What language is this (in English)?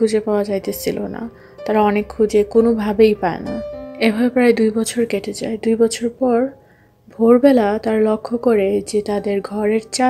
Bangla